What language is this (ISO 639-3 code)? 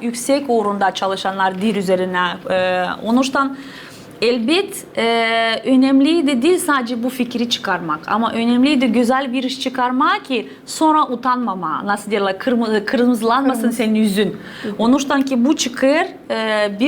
gag